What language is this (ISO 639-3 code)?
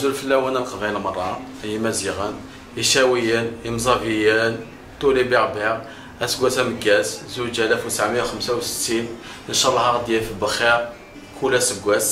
kab